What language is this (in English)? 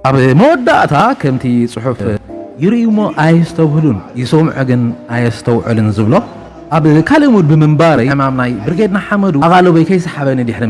Tigrinya